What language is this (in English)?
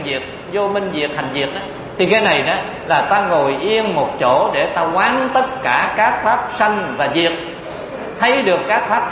Vietnamese